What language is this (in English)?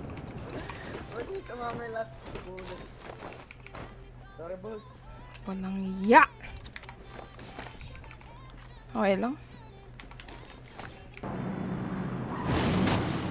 Filipino